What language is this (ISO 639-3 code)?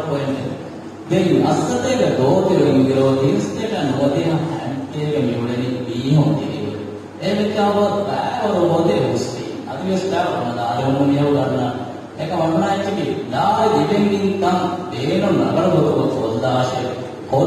div